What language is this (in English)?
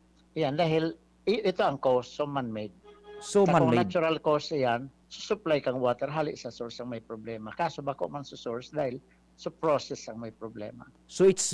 Bikol